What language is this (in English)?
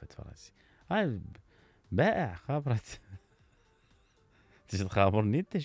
Mesopotamian Arabic